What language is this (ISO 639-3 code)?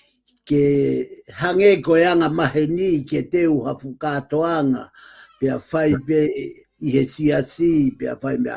ton